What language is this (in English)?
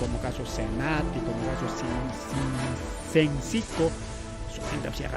Ayacucho Quechua